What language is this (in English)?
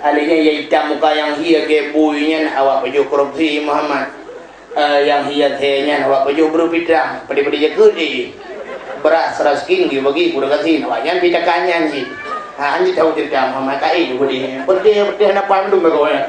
Achinese